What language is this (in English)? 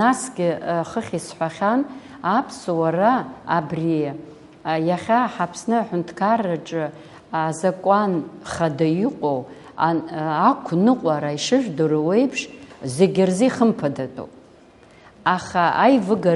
Abkhazian